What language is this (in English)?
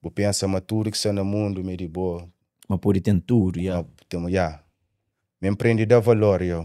Kabuverdianu